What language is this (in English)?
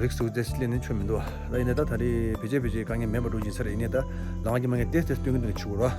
Tibetan